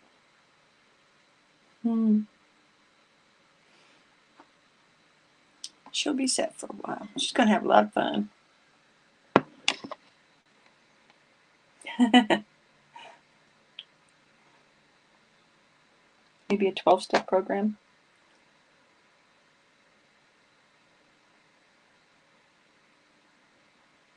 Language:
English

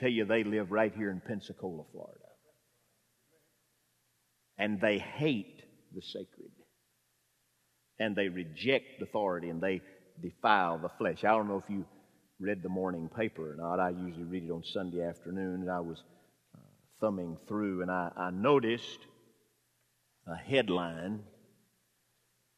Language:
English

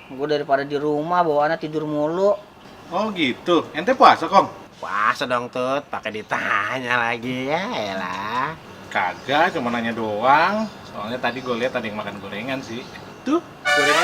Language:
Betawi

